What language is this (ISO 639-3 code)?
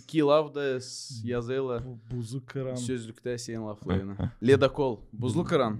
gag